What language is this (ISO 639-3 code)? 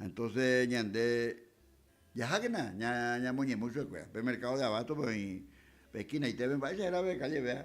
grn